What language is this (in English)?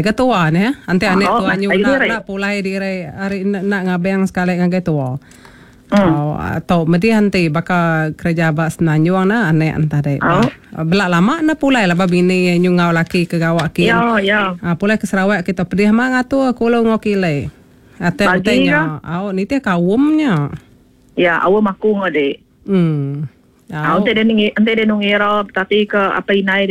Iban